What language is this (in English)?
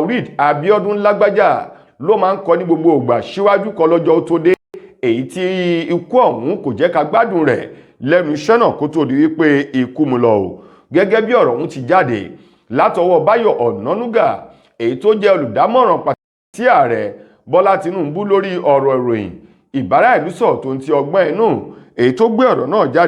Yoruba